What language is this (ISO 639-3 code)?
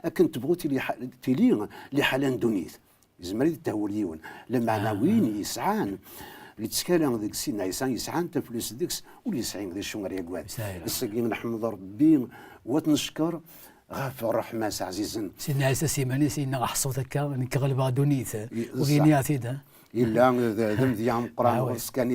kab